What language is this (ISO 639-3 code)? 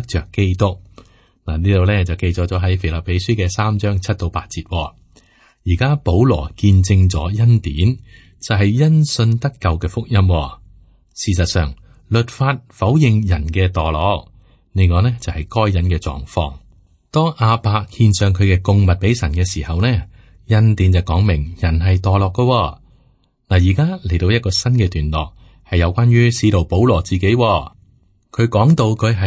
yue